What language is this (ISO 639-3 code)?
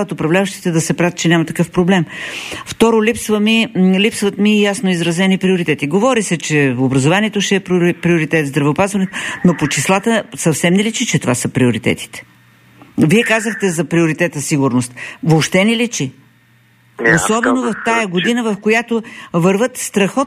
bul